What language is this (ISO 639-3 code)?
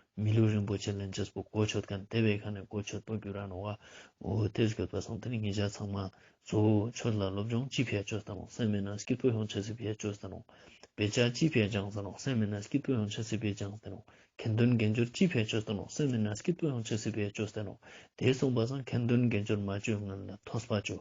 lbj